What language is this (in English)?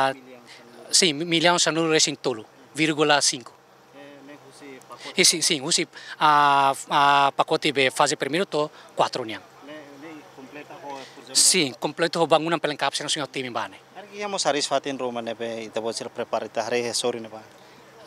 Tetum